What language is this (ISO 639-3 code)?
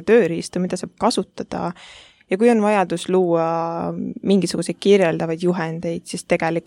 est